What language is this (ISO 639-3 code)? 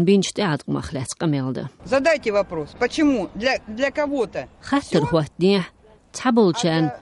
che